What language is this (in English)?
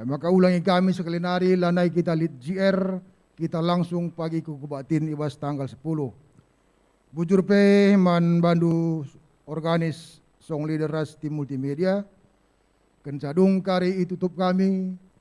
Batak Karo